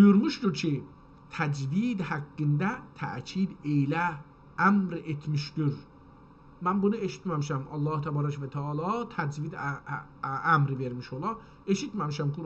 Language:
South Azerbaijani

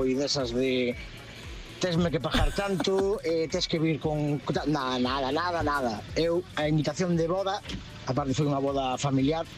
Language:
Galician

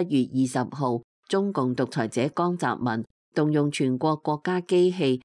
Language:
Cantonese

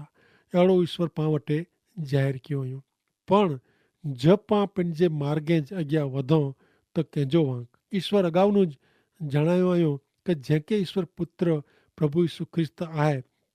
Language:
Kachhi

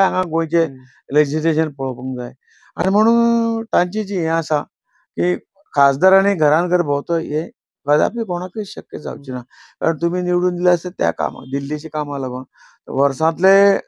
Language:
Konkani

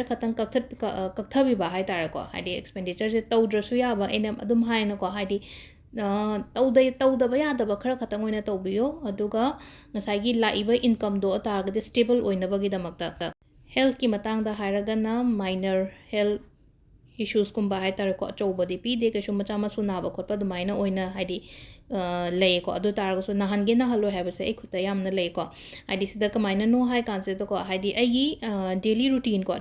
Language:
Manipuri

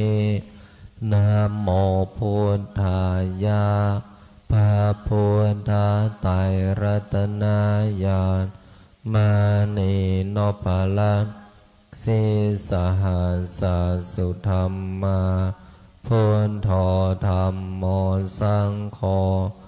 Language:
Pali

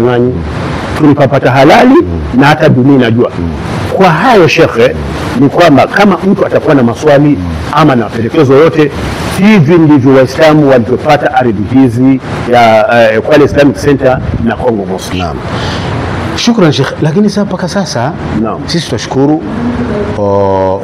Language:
Swahili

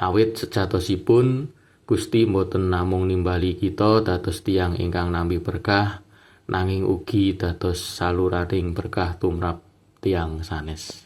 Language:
Javanese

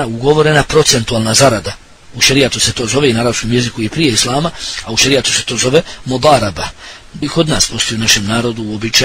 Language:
Bosnian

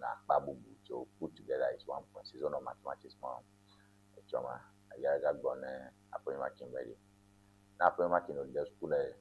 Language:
Ewe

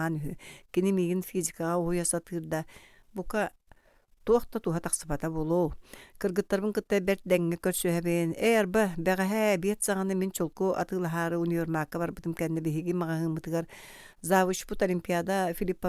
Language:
Yakut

